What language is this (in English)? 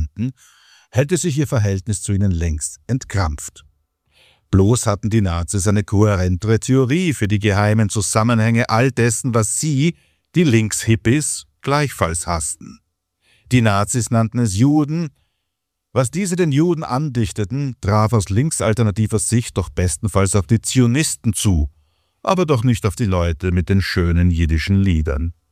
German